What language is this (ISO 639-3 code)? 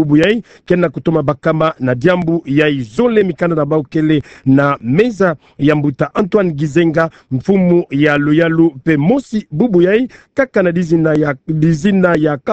ktu